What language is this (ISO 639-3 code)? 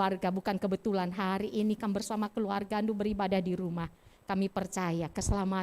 btx